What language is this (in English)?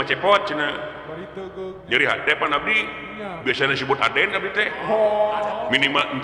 Sundanese